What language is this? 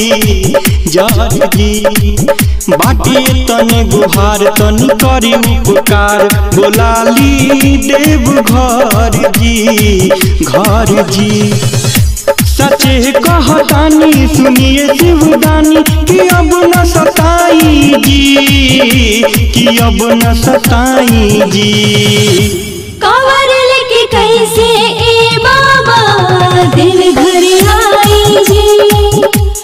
Bhojpuri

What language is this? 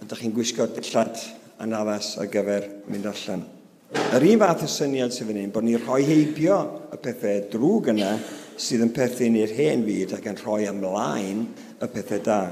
Welsh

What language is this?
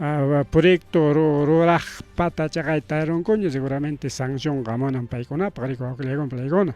Ayacucho Quechua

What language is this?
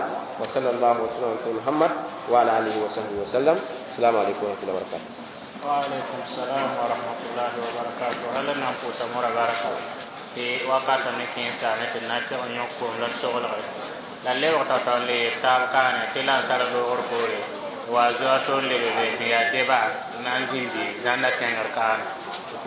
Mossi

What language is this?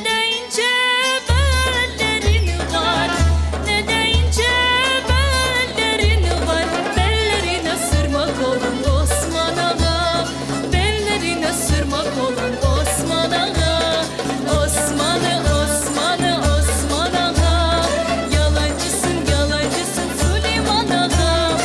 Crimean Tatar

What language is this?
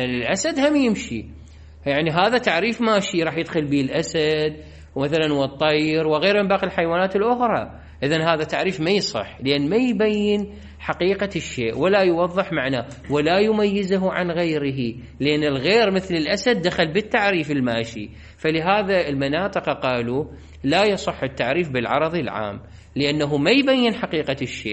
Mesopotamian Arabic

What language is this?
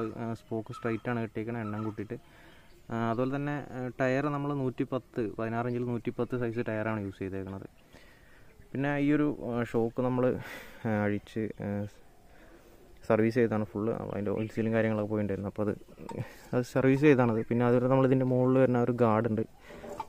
Malayalam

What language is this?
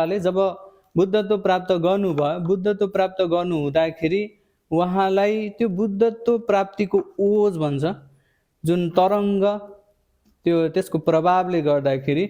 Nepali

